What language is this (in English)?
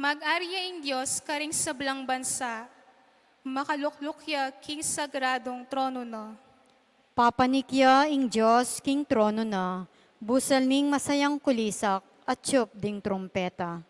Pampanga